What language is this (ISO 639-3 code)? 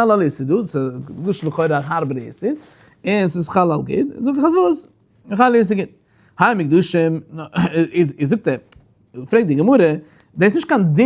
yid